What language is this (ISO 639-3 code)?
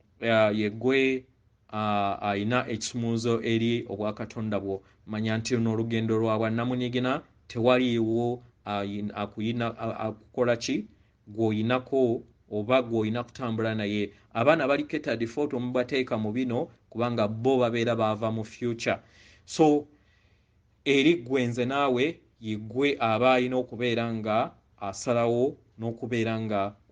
lug